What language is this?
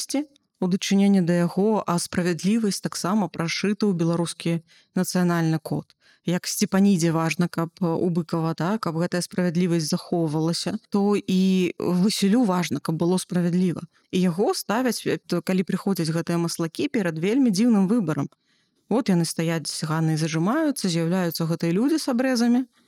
Belarusian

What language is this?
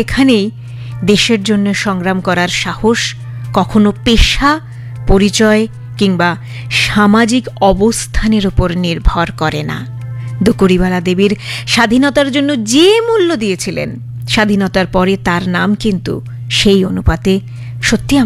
Bangla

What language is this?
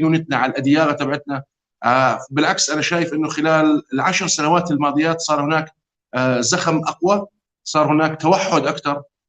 North Levantine Arabic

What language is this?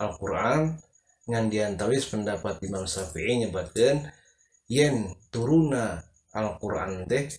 Sundanese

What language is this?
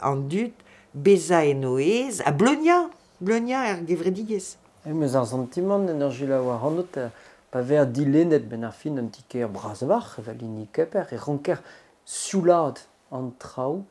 Breton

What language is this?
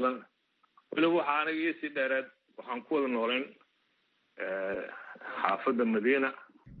Somali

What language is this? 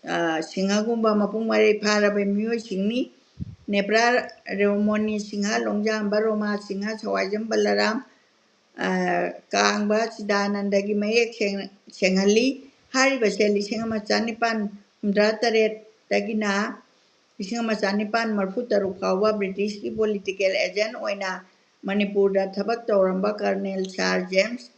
Manipuri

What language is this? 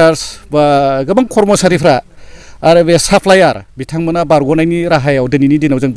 Bodo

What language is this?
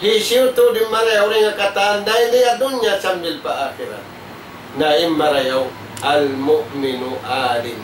Tausug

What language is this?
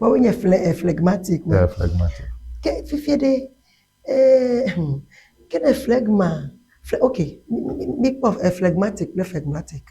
Ewe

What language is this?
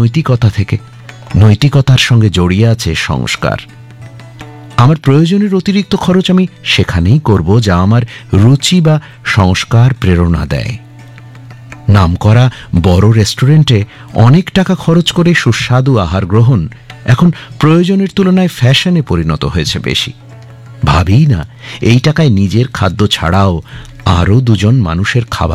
Bangla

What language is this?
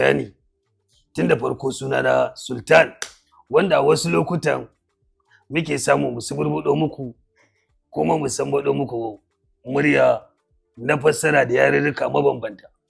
Hausa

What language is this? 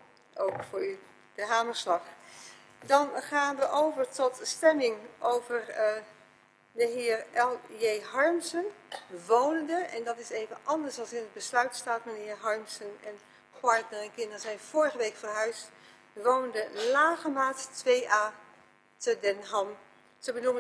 Dutch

